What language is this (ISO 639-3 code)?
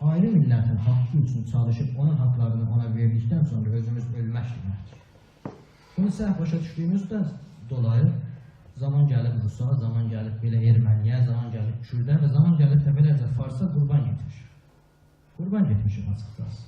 azb